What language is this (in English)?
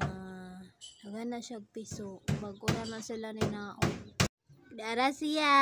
Cebuano